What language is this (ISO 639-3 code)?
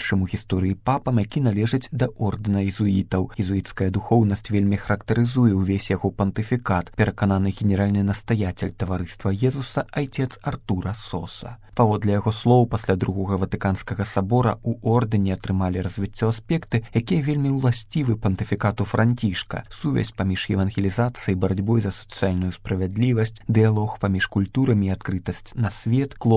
bel